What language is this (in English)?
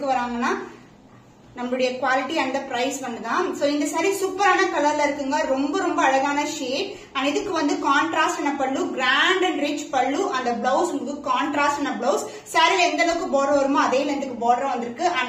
Tamil